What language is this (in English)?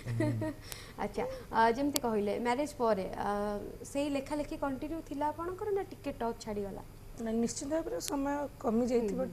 Odia